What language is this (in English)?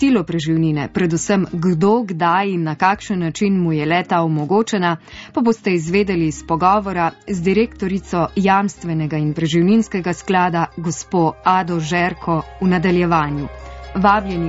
Slovenian